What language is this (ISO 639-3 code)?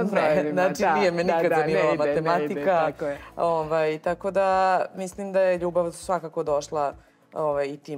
srp